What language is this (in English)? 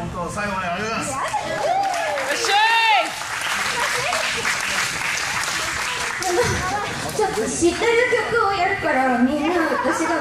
Japanese